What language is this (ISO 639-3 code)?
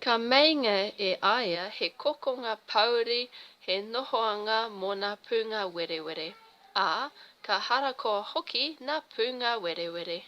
mri